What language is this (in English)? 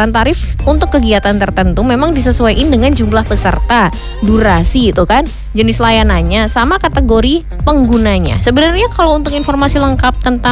Indonesian